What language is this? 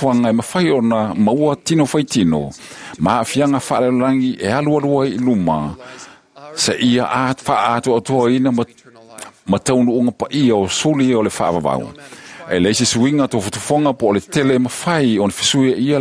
Samoan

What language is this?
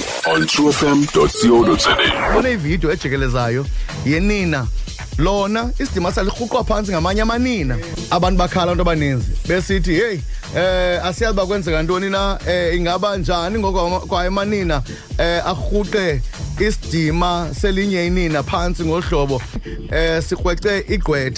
Xhosa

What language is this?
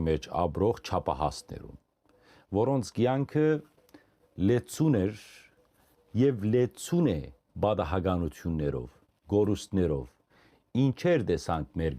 Western Armenian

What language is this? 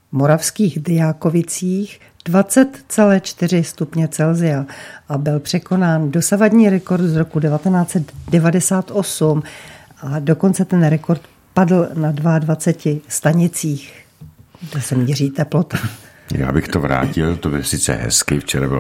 Czech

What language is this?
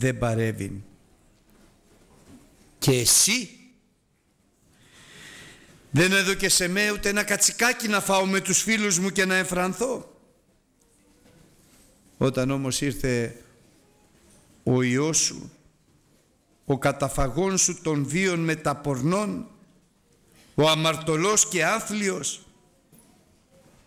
Greek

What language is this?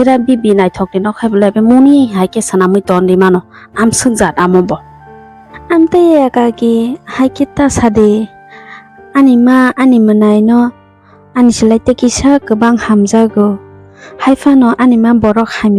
Kok Borok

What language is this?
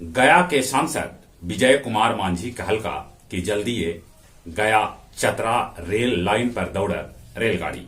Magahi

